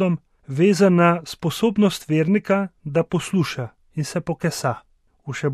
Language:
Slovenian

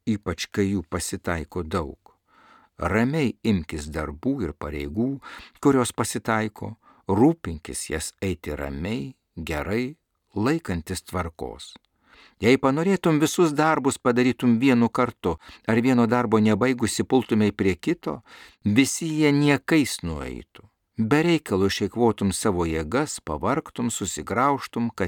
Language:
Lithuanian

